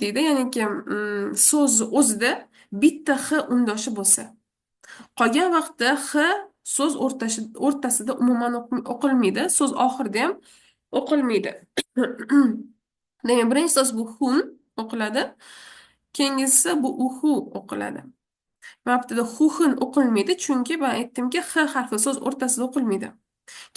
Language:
Uzbek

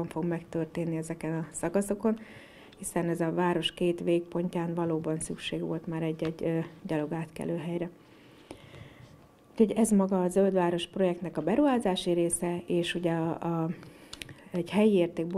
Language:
Hungarian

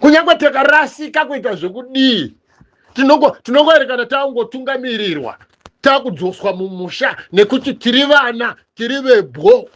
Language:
Shona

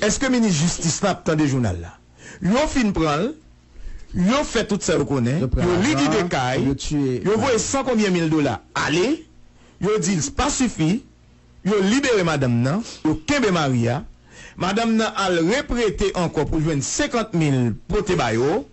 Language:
Haitian Creole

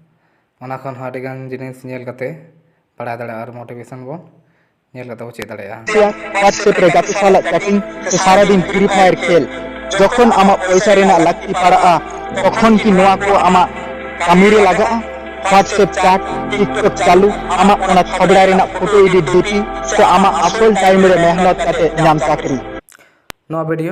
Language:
Santali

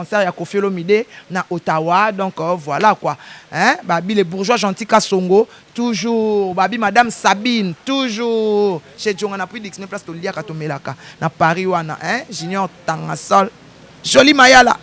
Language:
Lingala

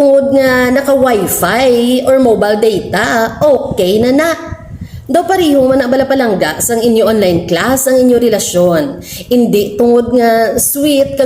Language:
Hiligaynon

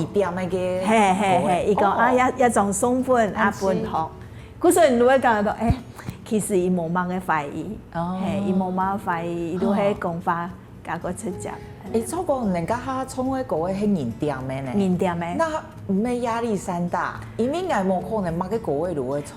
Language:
Hakka Chinese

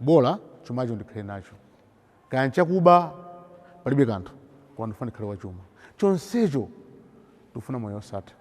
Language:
Nyanja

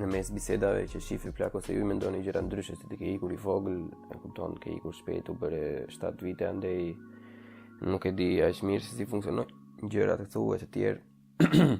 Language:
Albanian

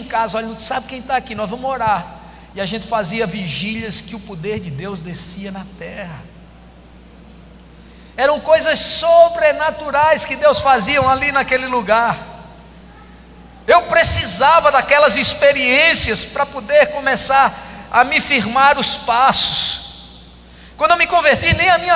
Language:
Portuguese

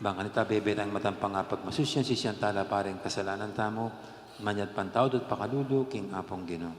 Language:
Pampanga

